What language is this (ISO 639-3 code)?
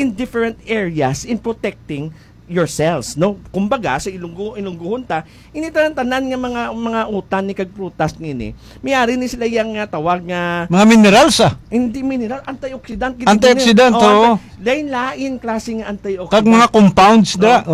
hil